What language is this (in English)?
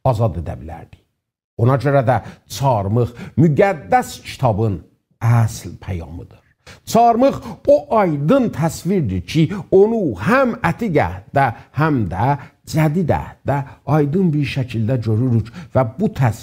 South Azerbaijani